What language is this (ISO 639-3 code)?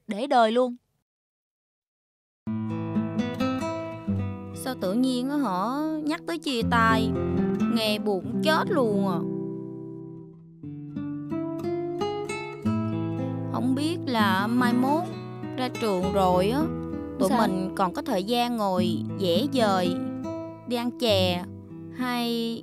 vie